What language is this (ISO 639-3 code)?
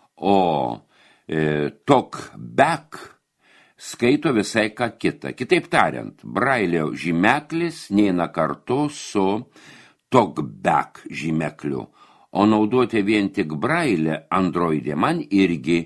lit